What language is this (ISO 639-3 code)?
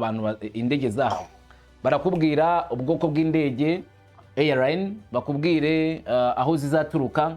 kin